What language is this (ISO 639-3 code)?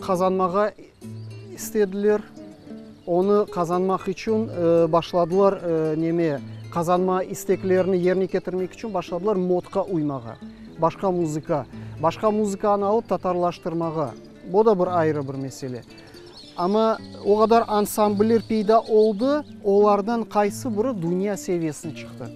crh